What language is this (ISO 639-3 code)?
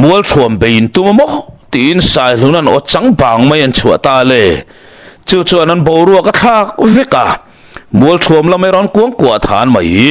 lus